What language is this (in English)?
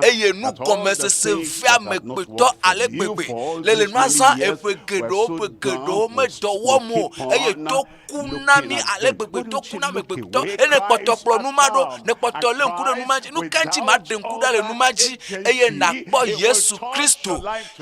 Ewe